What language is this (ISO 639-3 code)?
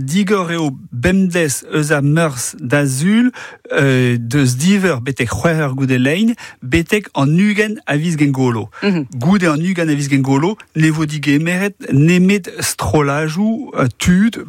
bre